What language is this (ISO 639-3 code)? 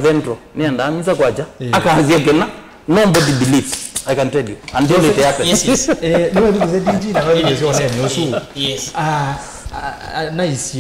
kam